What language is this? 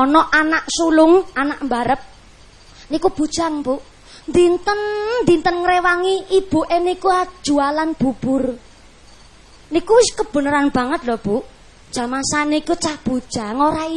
Javanese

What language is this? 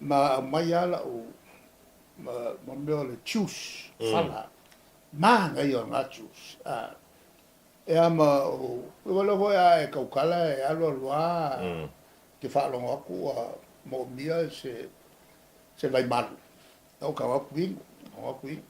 Samoan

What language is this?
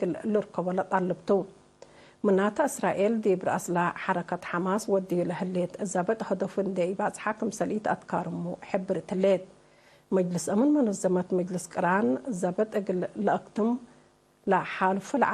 Tigre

